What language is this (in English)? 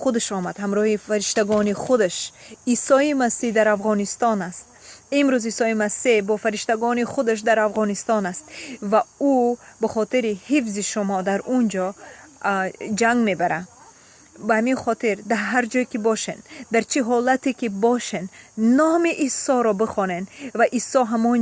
Tajik